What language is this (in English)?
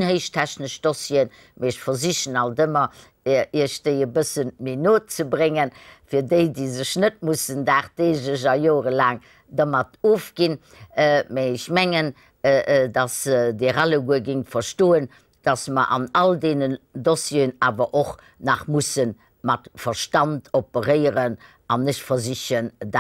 Luxembourgish